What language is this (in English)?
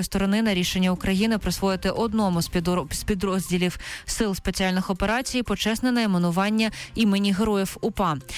Ukrainian